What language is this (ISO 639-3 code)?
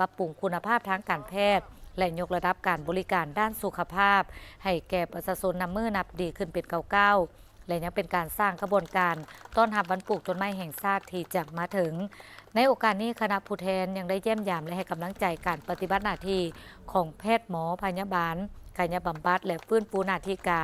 lao